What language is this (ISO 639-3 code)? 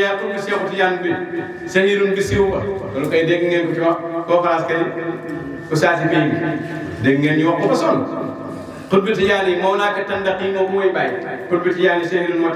wol